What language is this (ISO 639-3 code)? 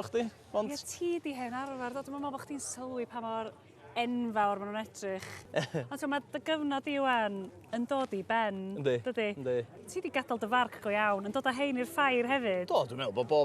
cym